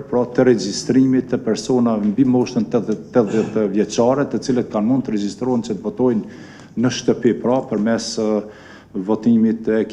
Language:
Albanian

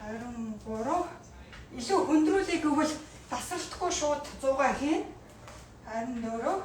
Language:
Mongolian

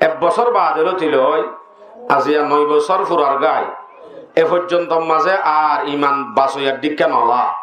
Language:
Rohingya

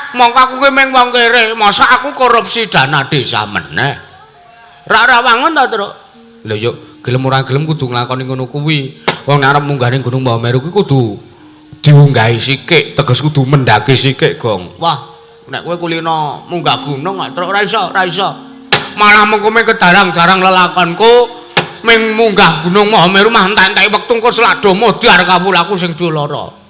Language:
Javanese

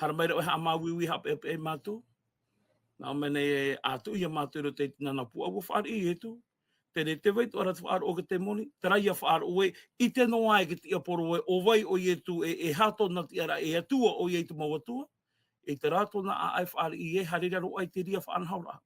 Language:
Tahitian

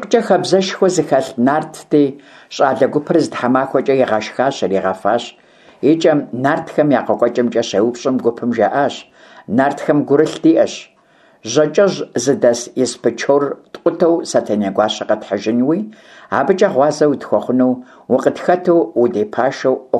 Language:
Kabardian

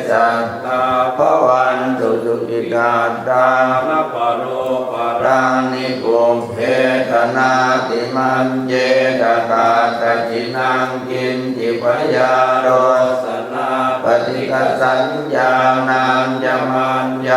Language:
Pali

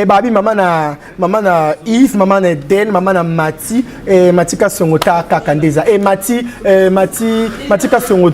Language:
Lingala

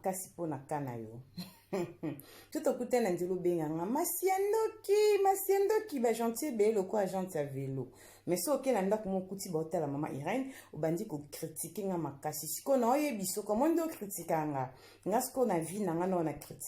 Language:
Lingala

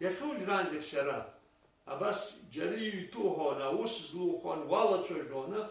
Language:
Abkhazian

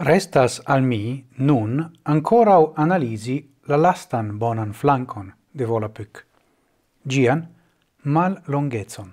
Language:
Esperanto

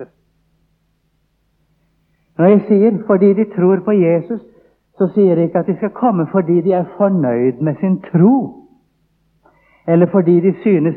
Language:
Norwegian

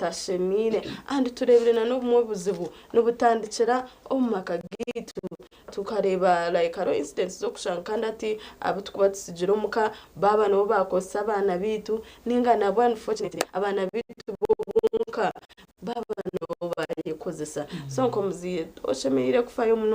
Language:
Nyankole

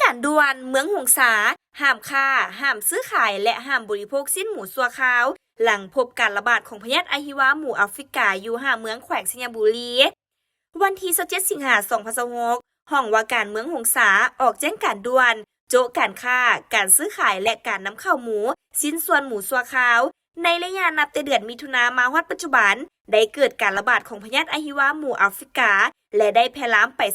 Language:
Lao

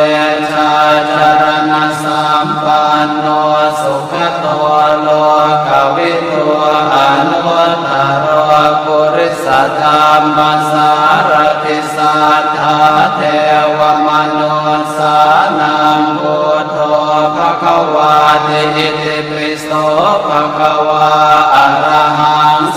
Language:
Pali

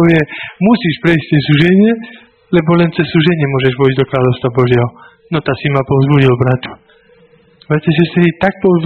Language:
Slovak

